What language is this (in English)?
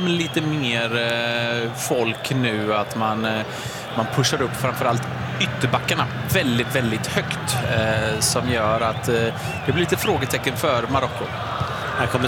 Swedish